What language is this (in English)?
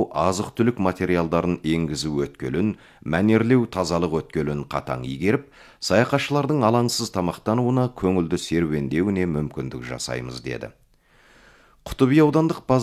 Kazakh